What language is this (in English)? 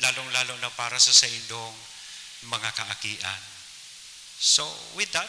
Bikol